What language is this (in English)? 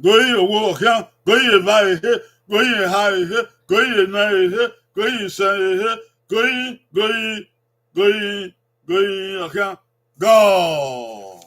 Bini